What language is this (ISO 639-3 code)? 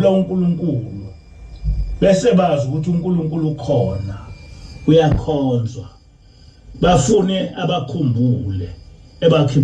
zul